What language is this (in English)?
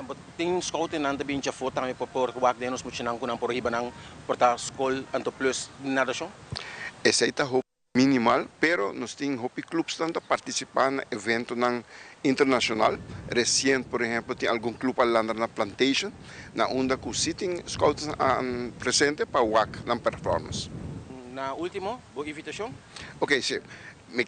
Papiamento